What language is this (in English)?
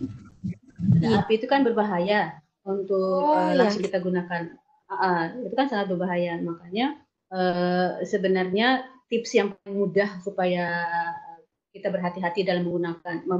Indonesian